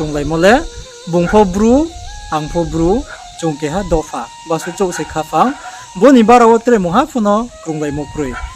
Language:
Riang (India)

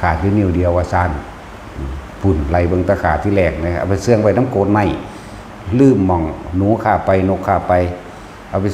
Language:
Northeastern Thai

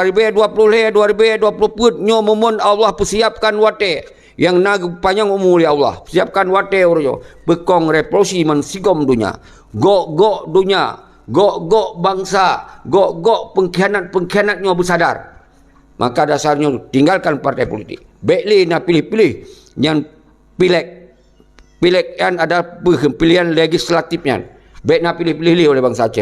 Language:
Achinese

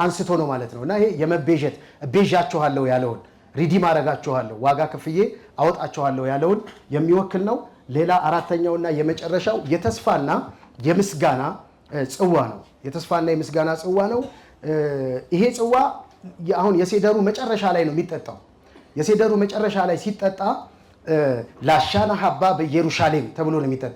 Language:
Amharic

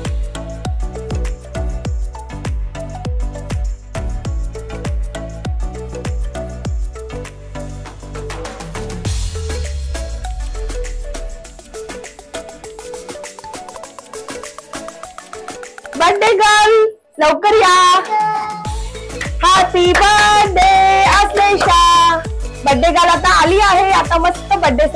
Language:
Marathi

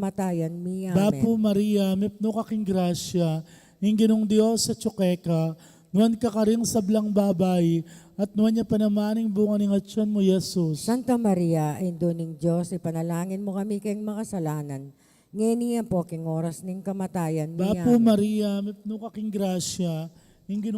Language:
Pampanga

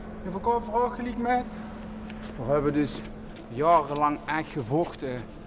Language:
Limburgish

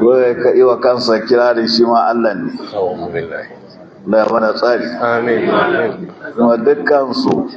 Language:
Hausa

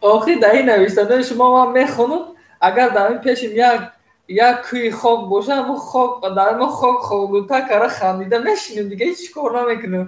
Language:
Tajik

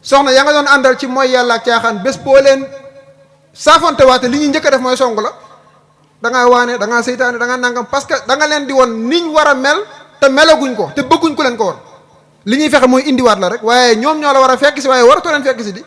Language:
Wolof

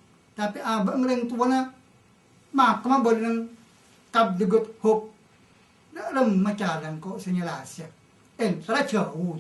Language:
Madurese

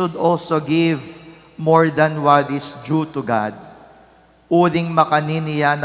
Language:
Pampanga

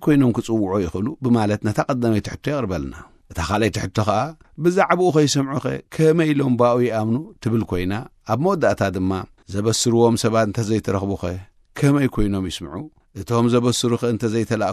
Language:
Tigrinya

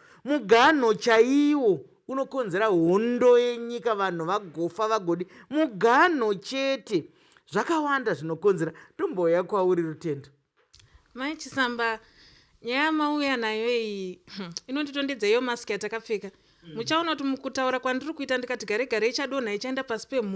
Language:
Shona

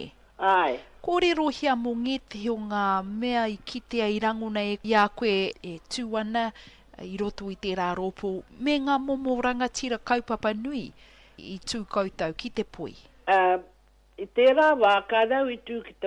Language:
Māori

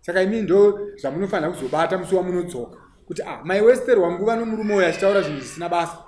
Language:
Shona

